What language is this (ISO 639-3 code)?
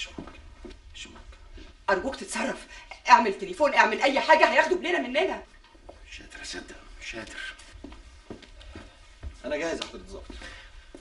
arz